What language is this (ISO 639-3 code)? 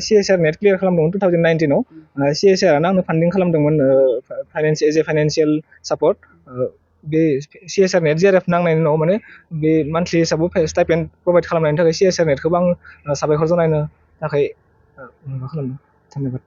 brx